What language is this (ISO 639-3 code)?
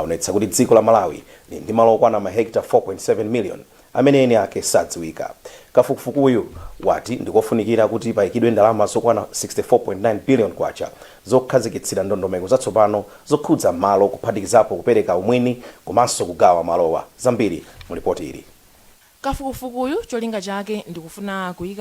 nya